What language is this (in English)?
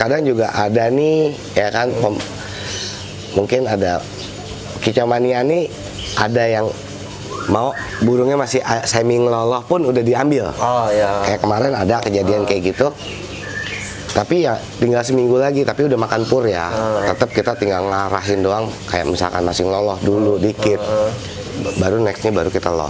Indonesian